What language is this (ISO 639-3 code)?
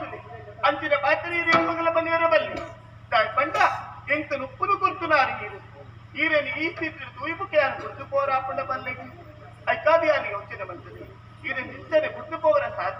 tcy